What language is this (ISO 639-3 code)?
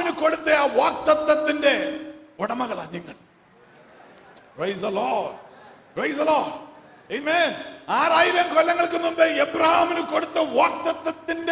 mal